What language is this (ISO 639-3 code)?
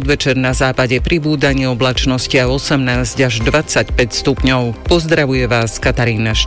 slk